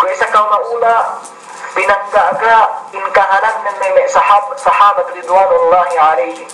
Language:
Yakan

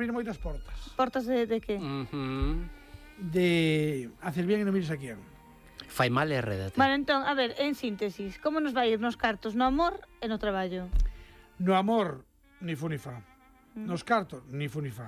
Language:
Galician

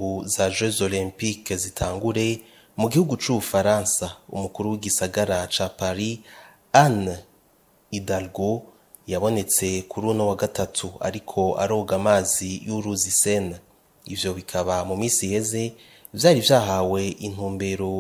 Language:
Rundi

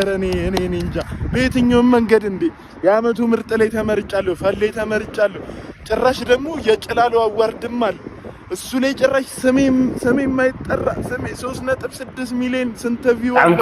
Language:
Amharic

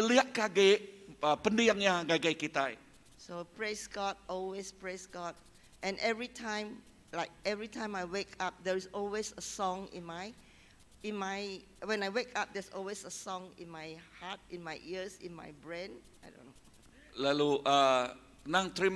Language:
Iban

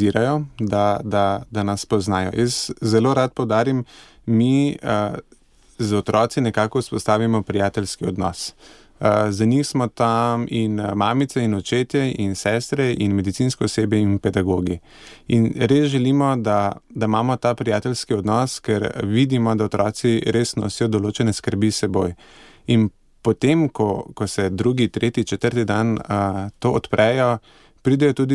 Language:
Slovenian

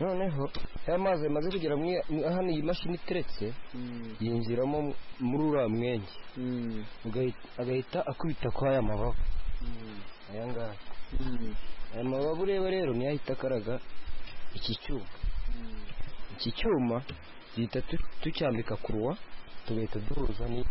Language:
Kinyarwanda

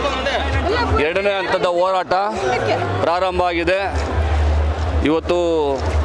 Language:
Kannada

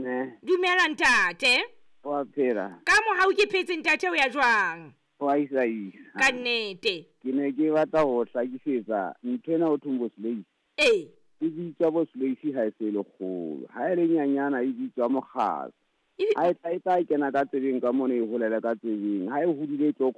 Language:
Southern Sotho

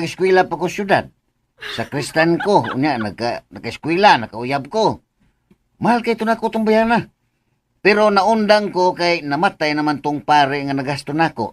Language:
Cebuano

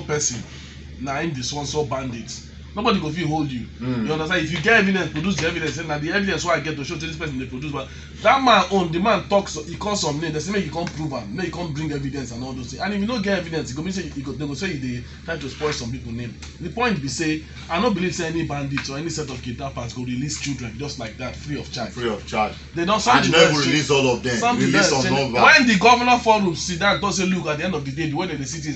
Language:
Nigerian Pidgin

